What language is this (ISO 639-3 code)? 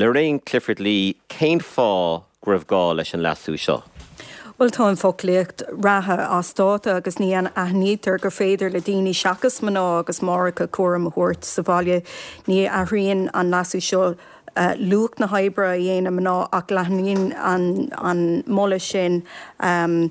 gle